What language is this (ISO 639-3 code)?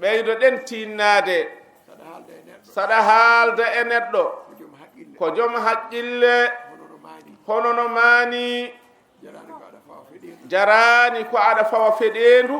ful